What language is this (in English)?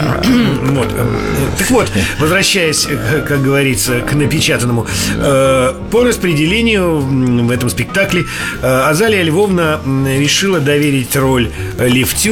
Russian